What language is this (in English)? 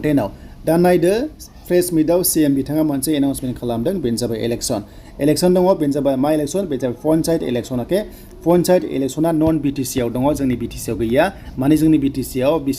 Bodo